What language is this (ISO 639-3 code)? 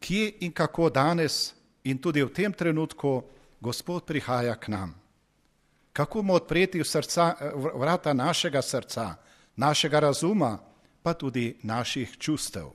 slv